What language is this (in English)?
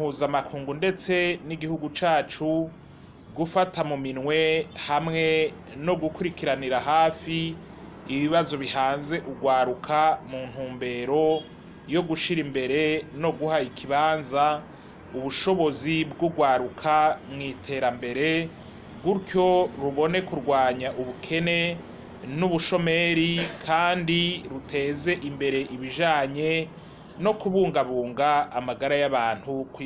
Rundi